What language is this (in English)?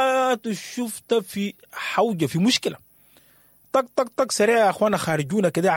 Sudanese Arabic